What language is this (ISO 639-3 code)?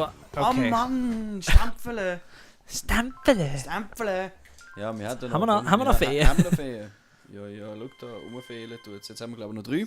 gsw